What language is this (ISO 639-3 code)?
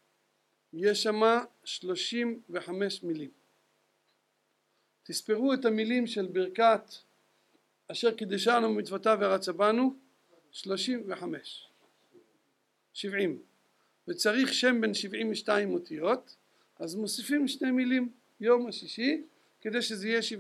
heb